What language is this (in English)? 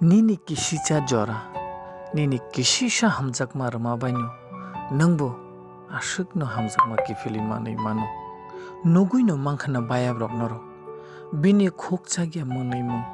Kok Borok